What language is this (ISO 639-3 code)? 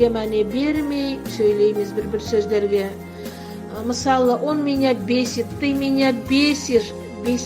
nog